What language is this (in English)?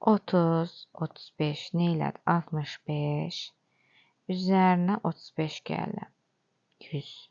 Azerbaijani